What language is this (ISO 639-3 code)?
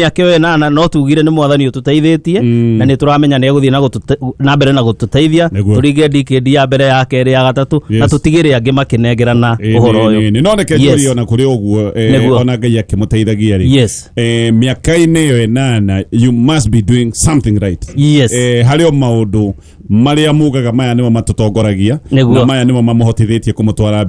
kik